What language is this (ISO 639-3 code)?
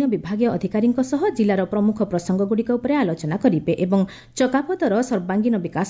ori